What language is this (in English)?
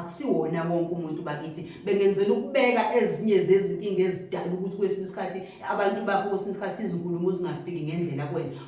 Zulu